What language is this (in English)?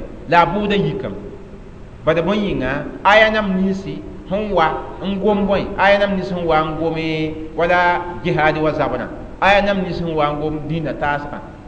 Mossi